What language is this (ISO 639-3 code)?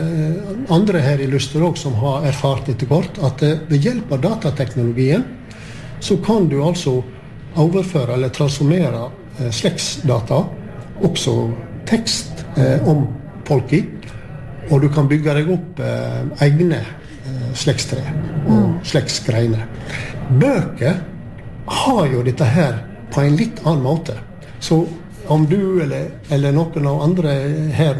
nor